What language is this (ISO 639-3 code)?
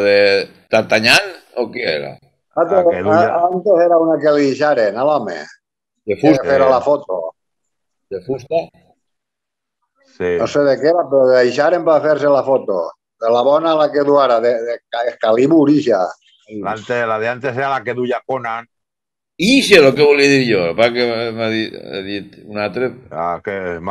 cat